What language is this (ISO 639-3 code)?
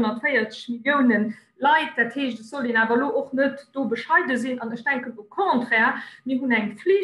ltz